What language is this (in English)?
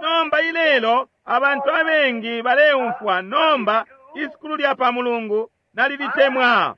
Bemba